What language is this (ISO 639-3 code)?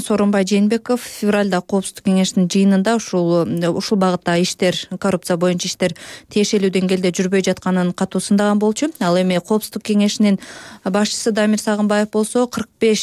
kir